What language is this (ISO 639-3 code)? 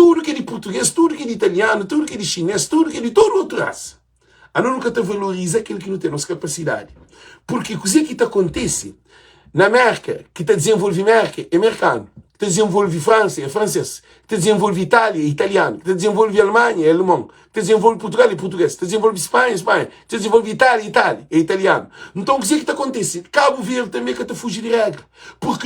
kea